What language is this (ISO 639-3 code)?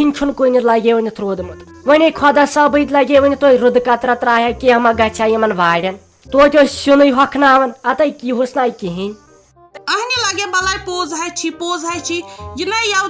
kas